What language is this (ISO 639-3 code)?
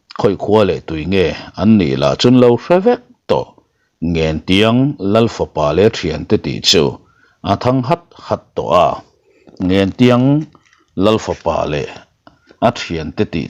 lus